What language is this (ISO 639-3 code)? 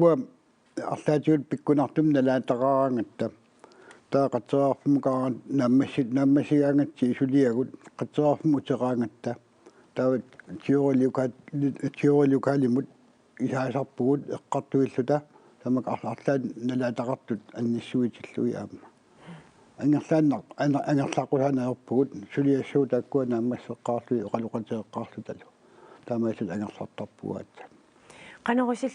kal